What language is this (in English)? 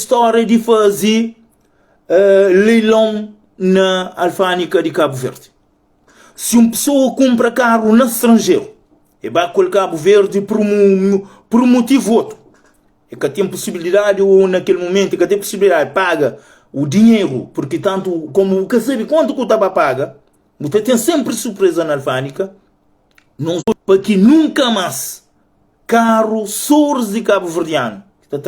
Kabuverdianu